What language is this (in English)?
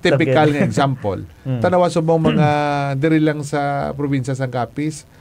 Hiligaynon